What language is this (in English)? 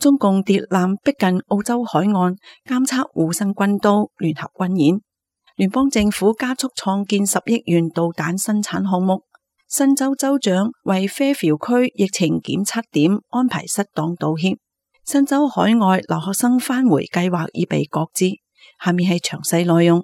Cantonese